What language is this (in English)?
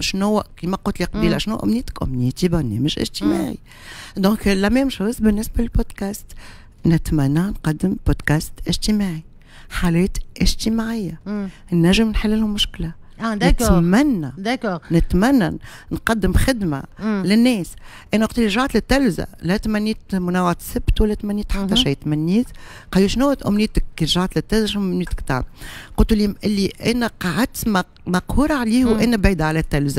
Tunisian Arabic